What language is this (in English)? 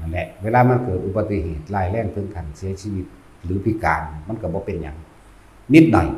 Northeastern Thai